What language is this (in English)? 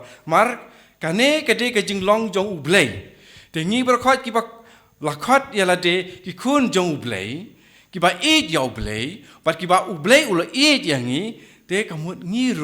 Khasi